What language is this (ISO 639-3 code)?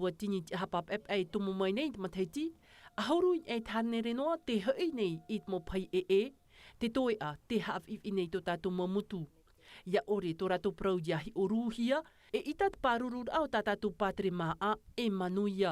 tah